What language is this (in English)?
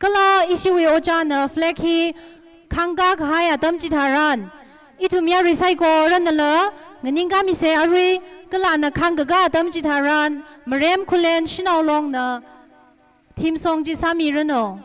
Tangkhul Naga (India)